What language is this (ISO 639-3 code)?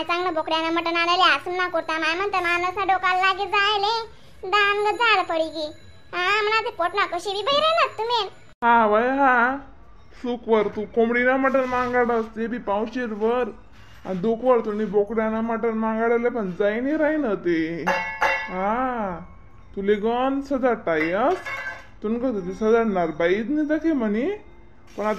khn